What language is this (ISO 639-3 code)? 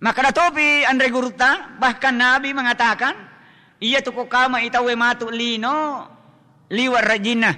bug